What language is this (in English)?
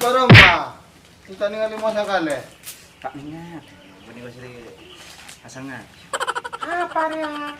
Madurese